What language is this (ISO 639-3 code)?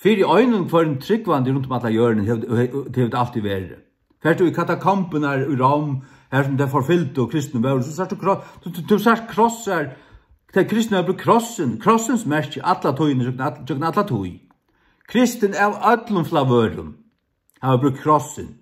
fao